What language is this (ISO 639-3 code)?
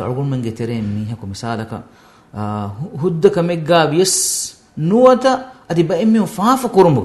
div